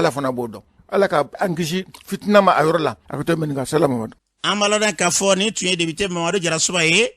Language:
Bambara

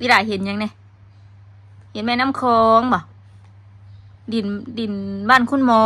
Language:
Northeastern Thai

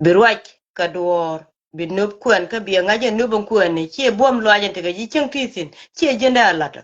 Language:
Nuer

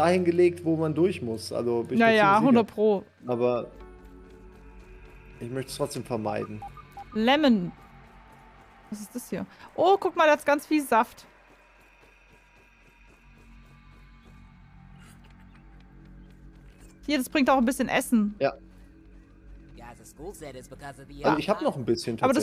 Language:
German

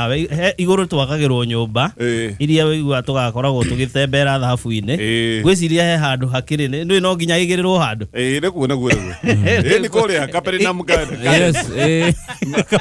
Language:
Kikuyu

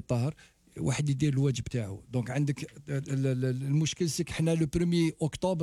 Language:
Algerian Arabic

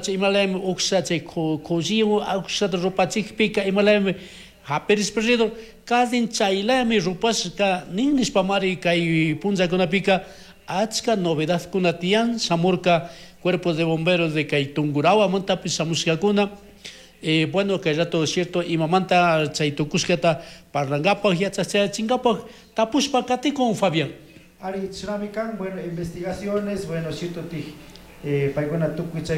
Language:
Chimborazo Highland Quichua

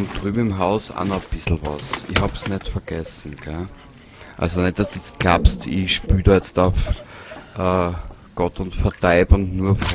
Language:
Bavarian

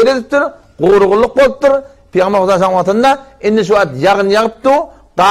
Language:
Turkmen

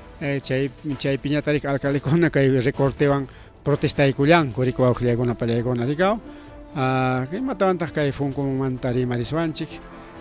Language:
Ayacucho Quechua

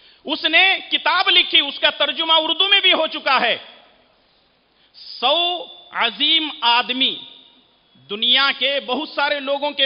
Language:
Urdu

